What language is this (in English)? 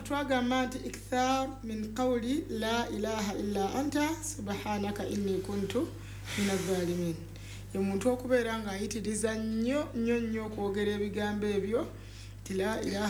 Ganda